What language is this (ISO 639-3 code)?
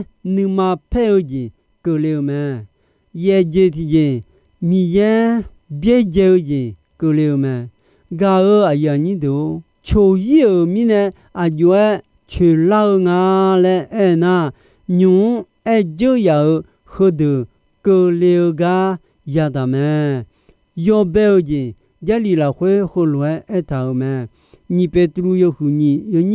ahk